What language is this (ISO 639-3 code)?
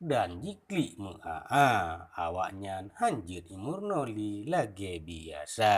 ace